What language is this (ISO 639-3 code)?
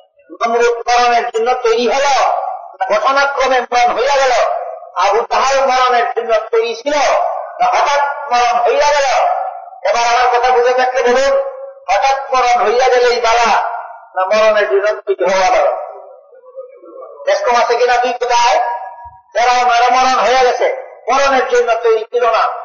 ben